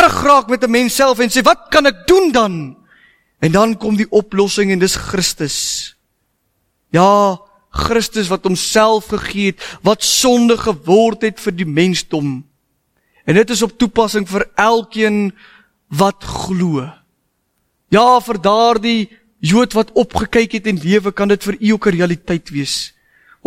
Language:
Afrikaans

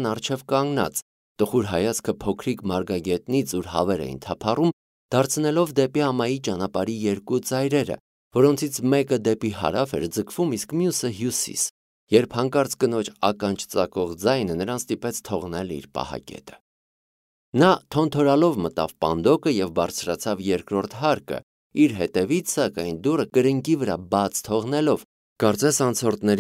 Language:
Armenian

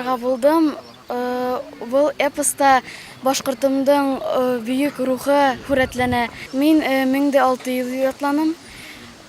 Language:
Bashkir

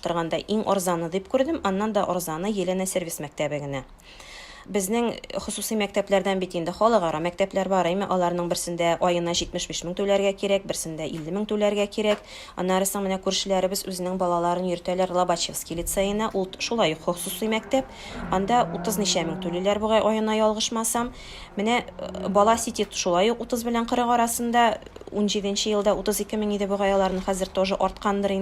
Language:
Tatar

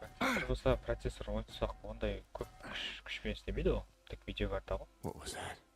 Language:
Kara-Kalpak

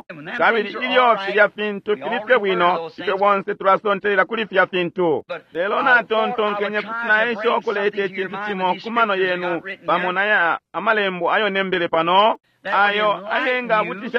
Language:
Bemba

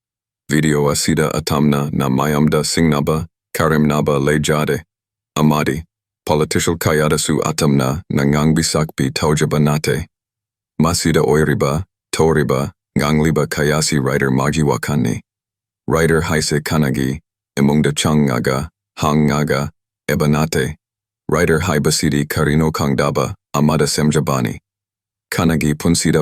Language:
Manipuri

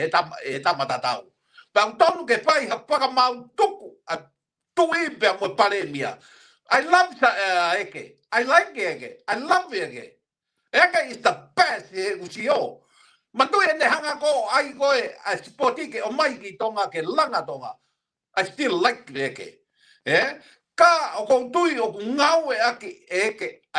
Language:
Tongan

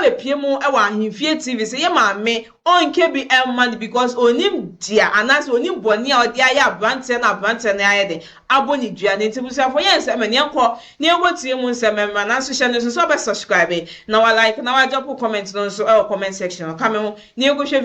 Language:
Akan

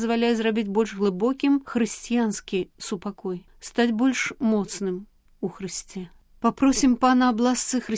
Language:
Belarusian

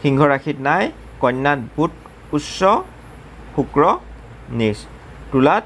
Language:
Assamese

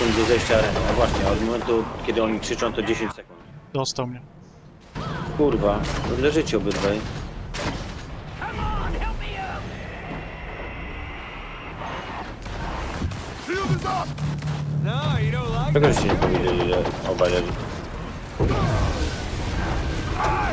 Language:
Polish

